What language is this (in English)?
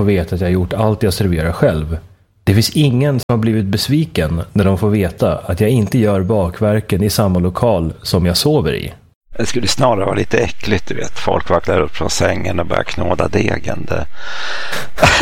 Swedish